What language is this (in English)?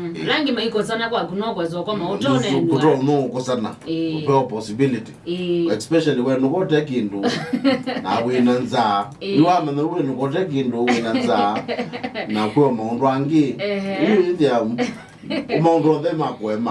Kamba